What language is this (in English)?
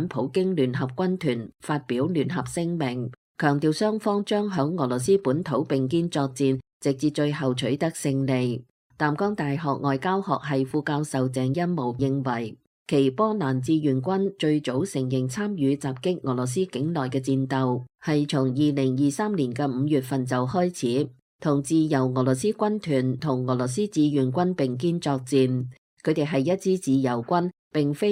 Cantonese